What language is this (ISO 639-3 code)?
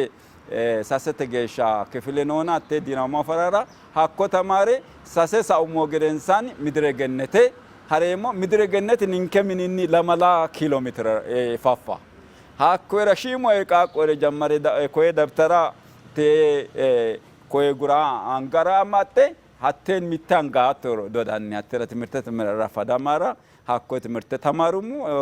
sid